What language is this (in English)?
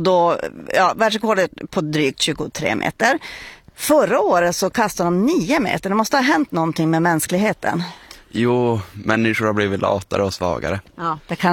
Swedish